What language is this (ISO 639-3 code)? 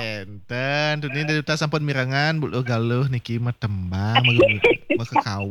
ban